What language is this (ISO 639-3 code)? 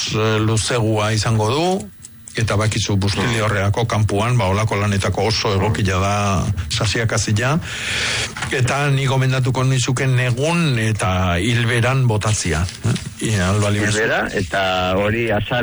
eus